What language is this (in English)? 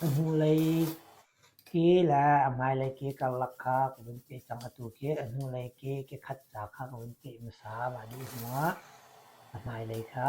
Hakha Chin